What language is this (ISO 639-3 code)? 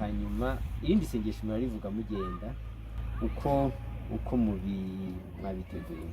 kin